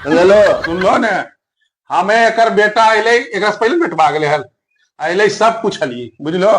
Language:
Magahi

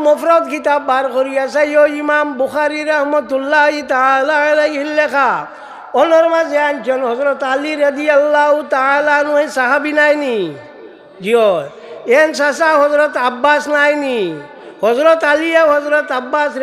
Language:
Sylheti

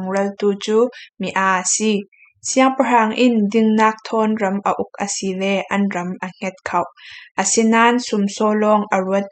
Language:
Falam Chin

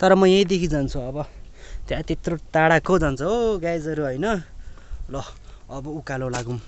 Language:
Nepali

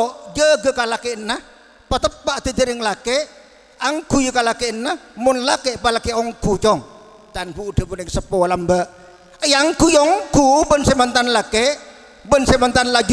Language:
Madurese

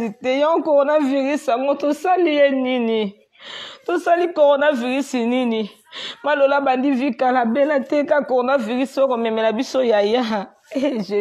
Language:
Lingala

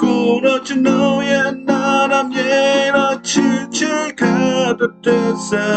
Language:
Western Kayah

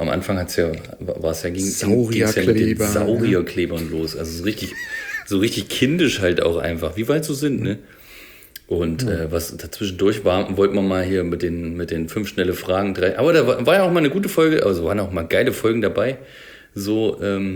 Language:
German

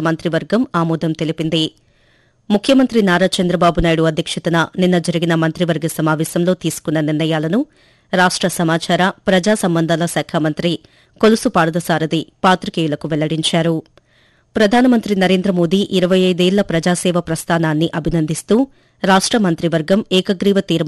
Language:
Telugu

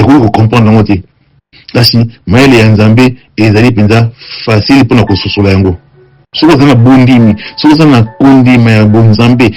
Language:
Lingala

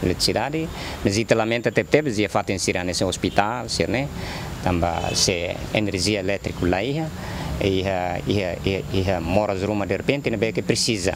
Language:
Tetum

